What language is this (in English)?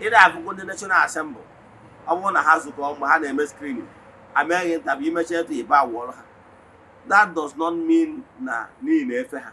Igbo